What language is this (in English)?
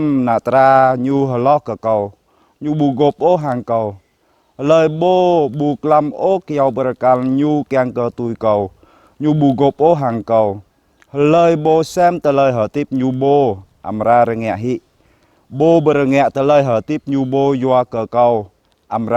Jarai